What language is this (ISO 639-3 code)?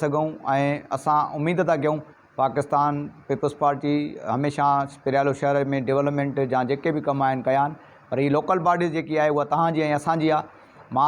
snd